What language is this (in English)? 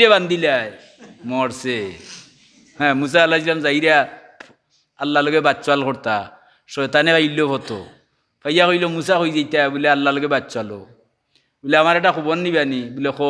Sylheti